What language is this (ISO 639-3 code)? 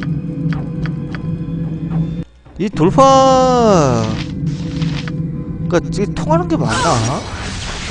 kor